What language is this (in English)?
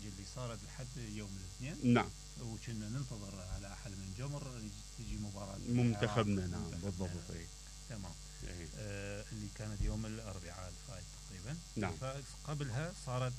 Mesopotamian Arabic